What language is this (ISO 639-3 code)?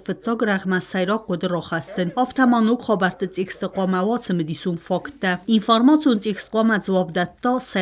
oss